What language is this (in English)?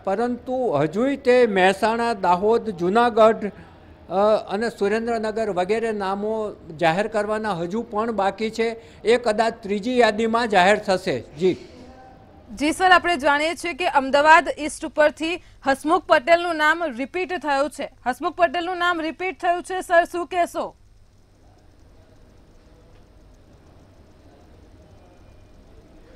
Gujarati